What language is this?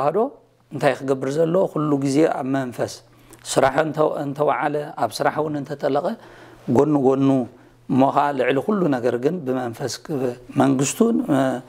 Tigrinya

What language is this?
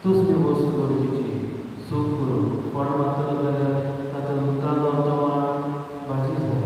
Konkani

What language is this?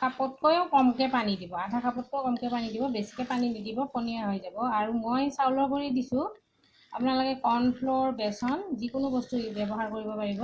Assamese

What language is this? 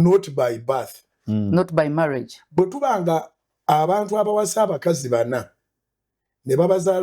Ganda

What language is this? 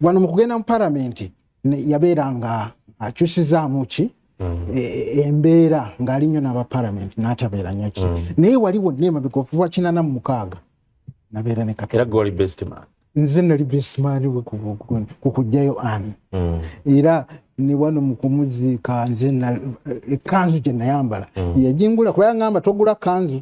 Ganda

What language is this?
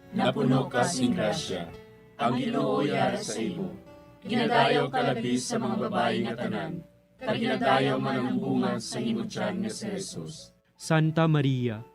Hiligaynon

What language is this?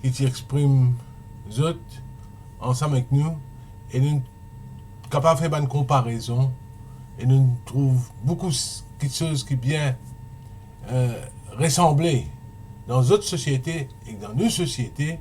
Morisyen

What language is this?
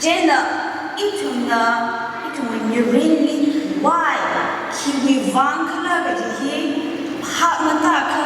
Tangkhul Naga (India)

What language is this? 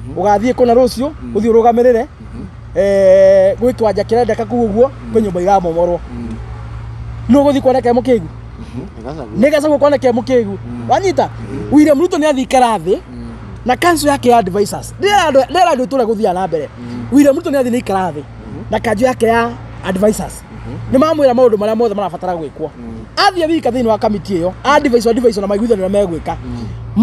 Kikuyu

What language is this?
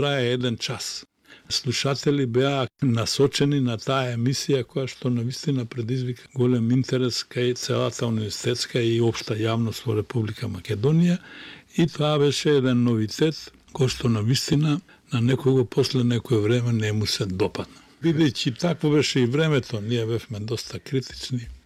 Macedonian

